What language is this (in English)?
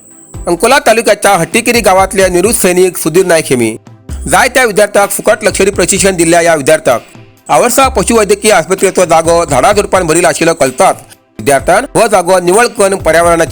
Konkani